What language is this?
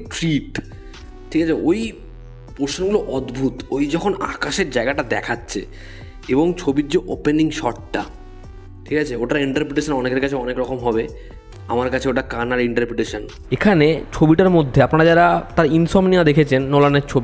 Bangla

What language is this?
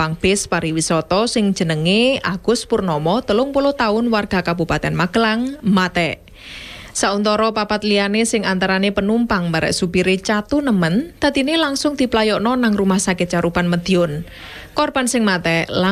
Javanese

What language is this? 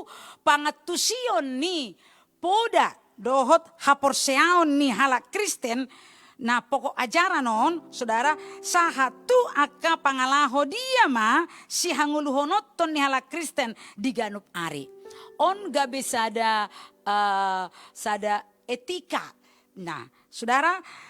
Batak Toba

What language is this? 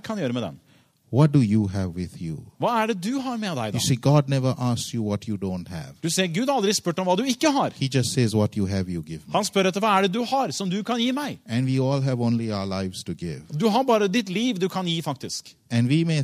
Norwegian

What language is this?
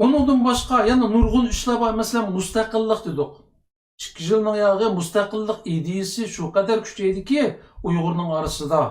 Uyghur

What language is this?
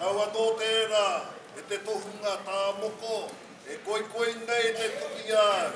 Māori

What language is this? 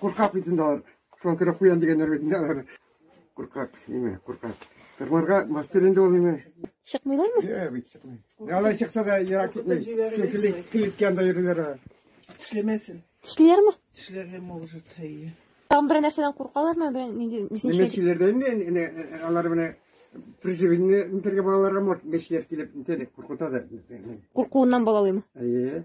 Tatar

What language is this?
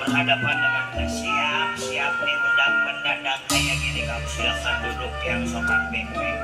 Betawi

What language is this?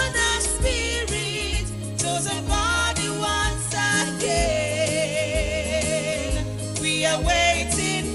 Ewe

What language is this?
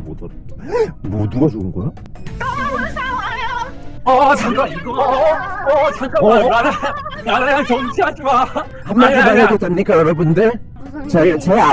Korean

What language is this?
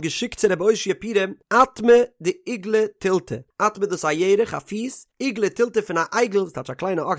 Yiddish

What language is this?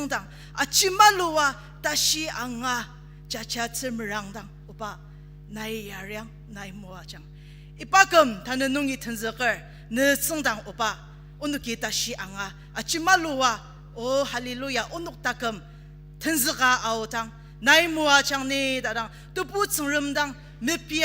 Ao Naga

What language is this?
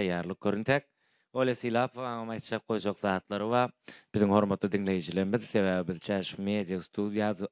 Turkmen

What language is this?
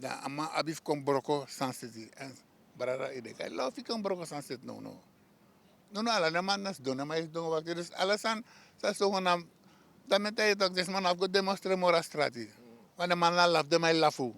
Sranan Tongo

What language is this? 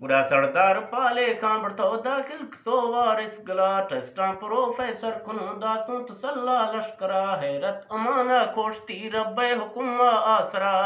Eastern Balochi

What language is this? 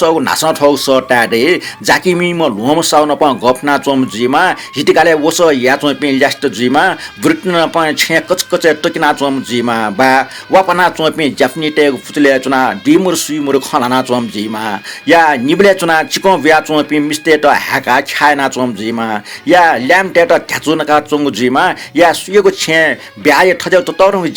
Newari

